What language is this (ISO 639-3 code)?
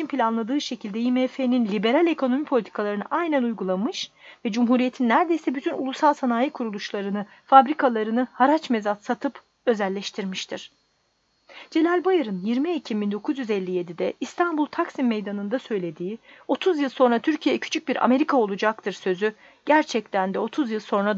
tur